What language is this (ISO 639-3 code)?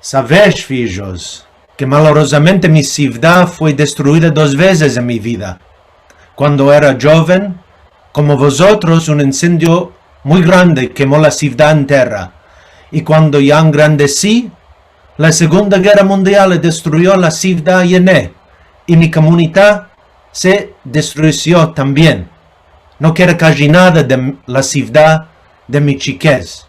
lad